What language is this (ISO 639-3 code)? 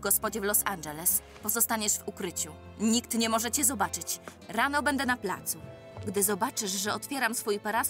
pol